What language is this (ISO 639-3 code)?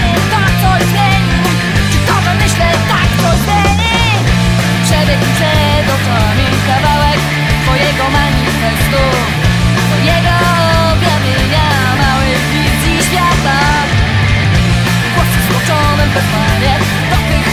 pol